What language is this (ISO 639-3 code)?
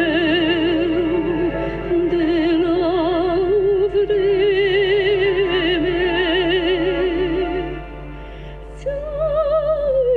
ron